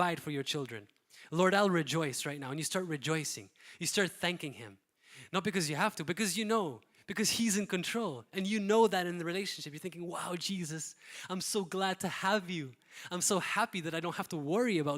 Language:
English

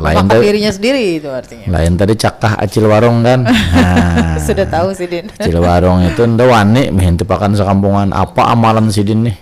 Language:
Banjar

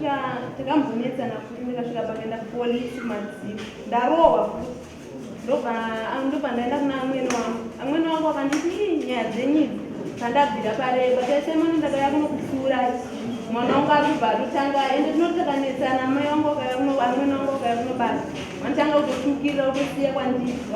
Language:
Shona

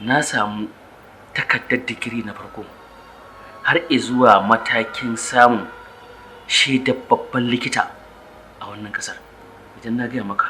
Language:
Hausa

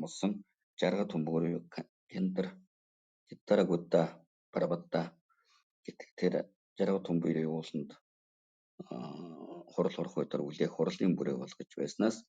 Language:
Mongolian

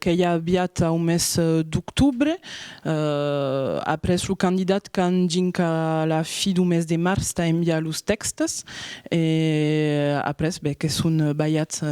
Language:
Occitan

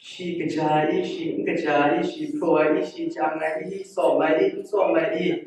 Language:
Kachin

